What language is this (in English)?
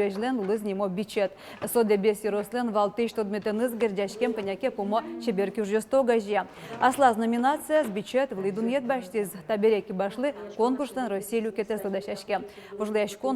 Udmurt